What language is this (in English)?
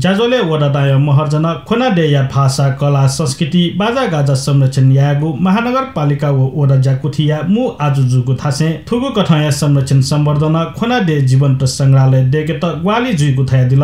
Newari